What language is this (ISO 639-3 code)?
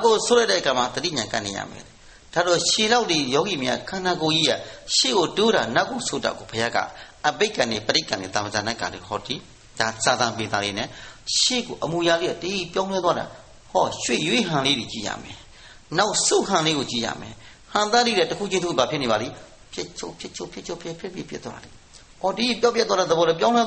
mya